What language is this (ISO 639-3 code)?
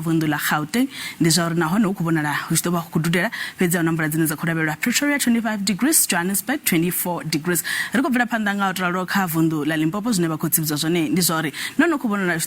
ven